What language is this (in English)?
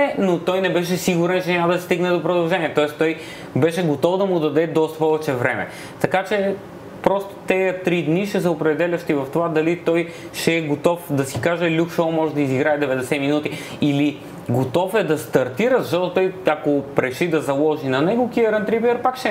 Bulgarian